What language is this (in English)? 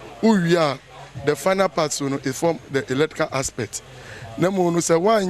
Akan